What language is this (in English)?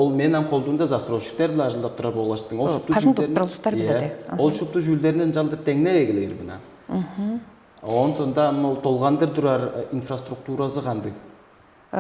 Tuvinian